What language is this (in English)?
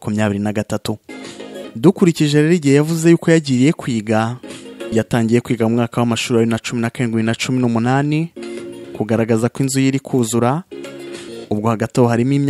Kinyarwanda